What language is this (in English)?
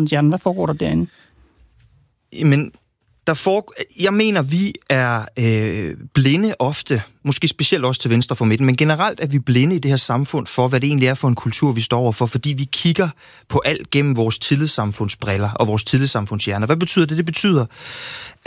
Danish